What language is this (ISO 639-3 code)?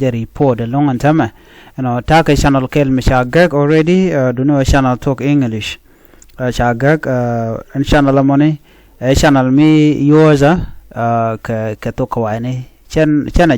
nus